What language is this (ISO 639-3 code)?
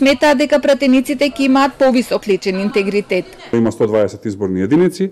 mkd